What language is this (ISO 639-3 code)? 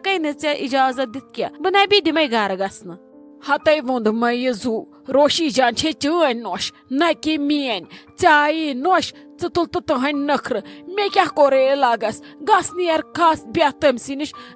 kas